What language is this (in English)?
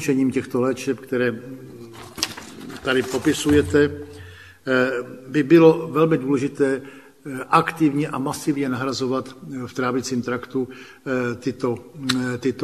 Czech